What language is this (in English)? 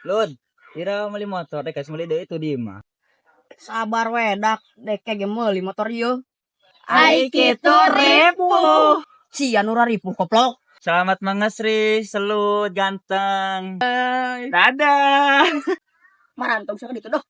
Sundanese